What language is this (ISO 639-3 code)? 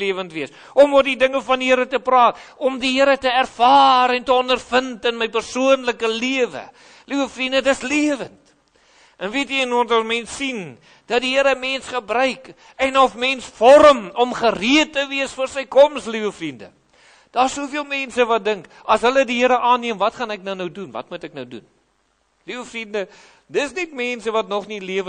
afr